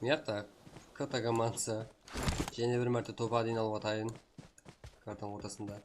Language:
Kara-Kalpak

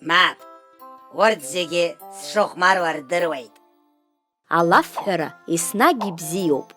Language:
Abkhazian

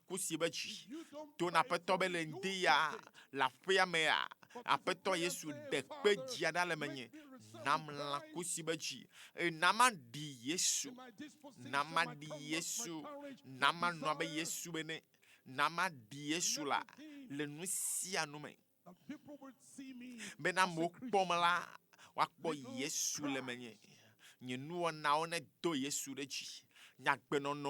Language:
Ewe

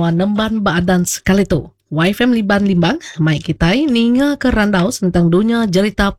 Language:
Iban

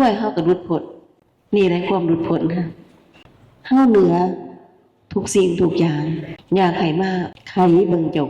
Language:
Lao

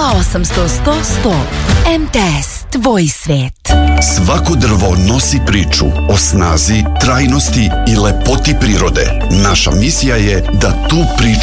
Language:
Serbian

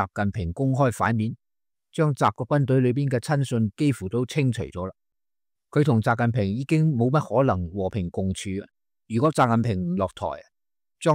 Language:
Cantonese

